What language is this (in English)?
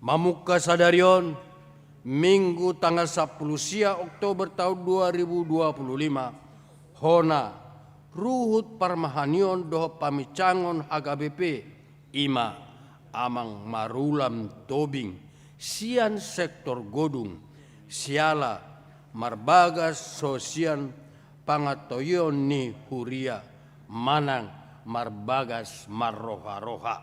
Batak Toba